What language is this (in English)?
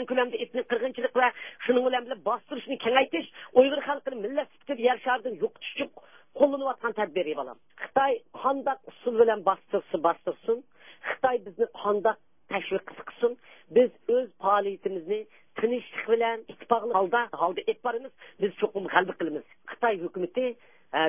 Uyghur